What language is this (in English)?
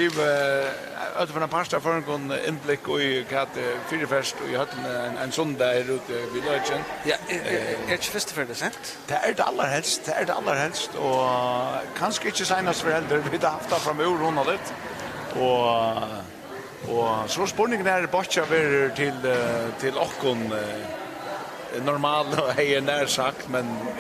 Faroese